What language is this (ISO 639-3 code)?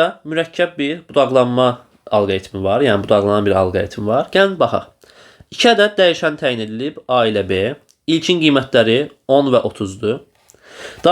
aze